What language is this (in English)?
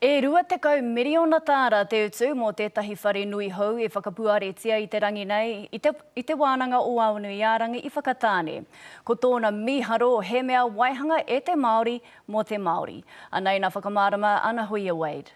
Māori